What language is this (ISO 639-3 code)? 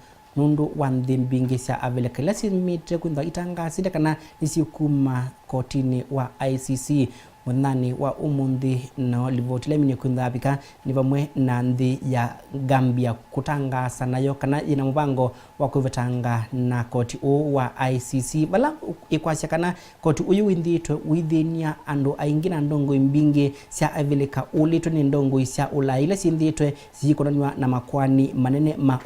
kam